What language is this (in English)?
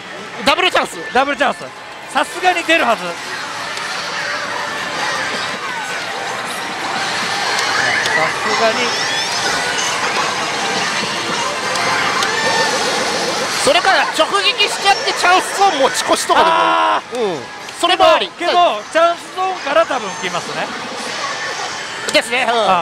Japanese